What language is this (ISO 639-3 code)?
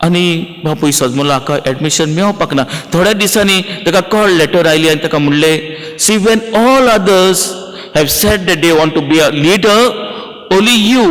kok